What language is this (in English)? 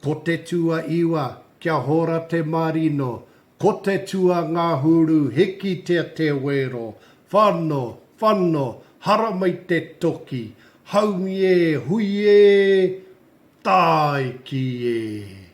Māori